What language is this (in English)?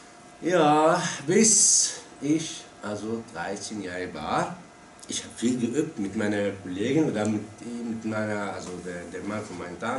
German